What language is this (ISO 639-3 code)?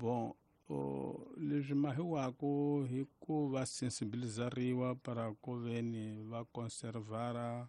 tso